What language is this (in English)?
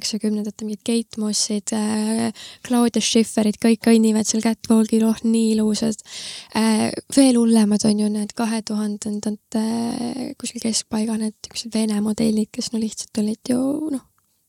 Estonian